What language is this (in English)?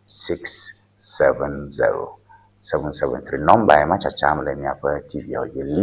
Ewe